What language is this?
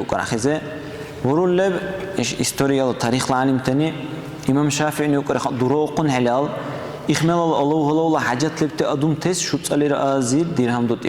Dargwa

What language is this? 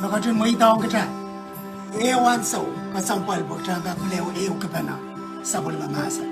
Pohnpeian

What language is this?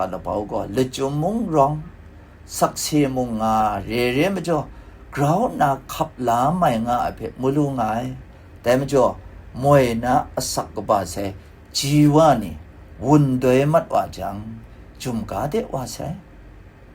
Kachin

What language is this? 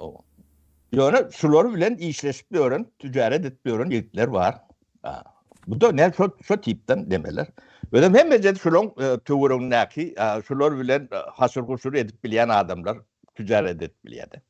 Turkmen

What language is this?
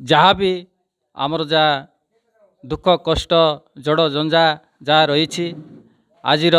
Odia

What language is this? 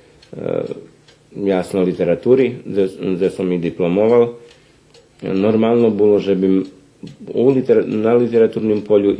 Rusyn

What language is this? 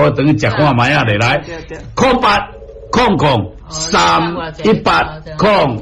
Min Nan Chinese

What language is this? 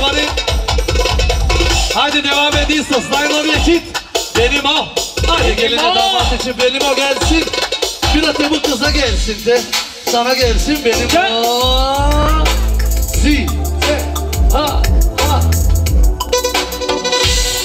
Turkish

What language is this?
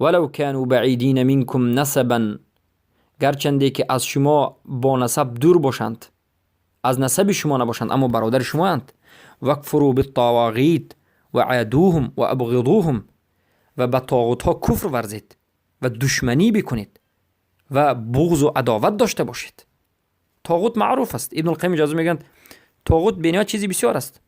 Persian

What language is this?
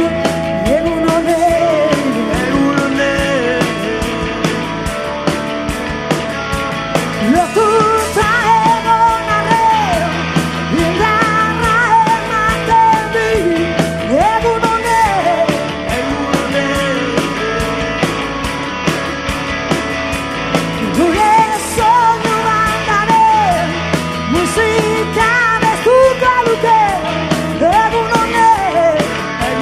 Basque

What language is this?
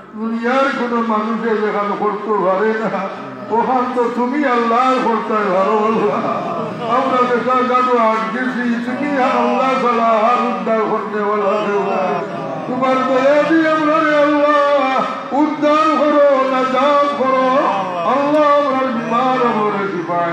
Sylheti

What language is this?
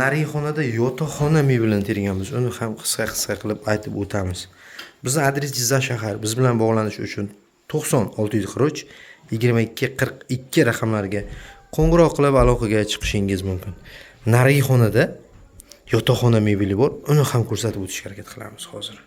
Uzbek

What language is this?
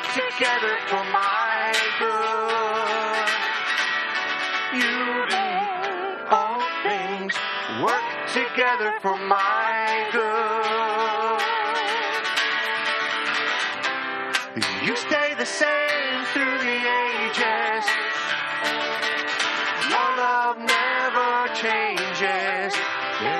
English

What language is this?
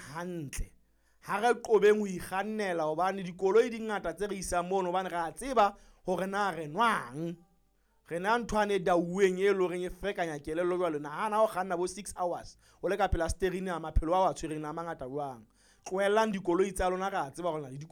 Southern Sotho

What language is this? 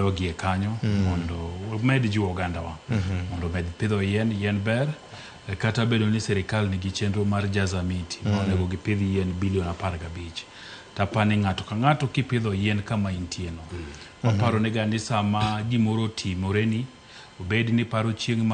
Luo (Kenya and Tanzania)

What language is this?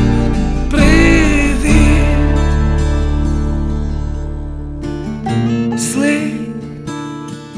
Ukrainian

